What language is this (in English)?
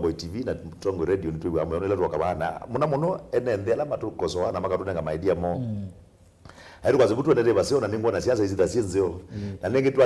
Kamba